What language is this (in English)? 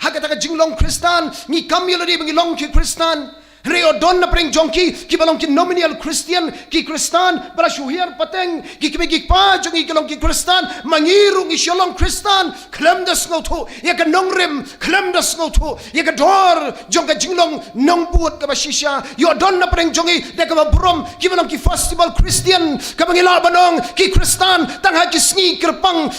Khasi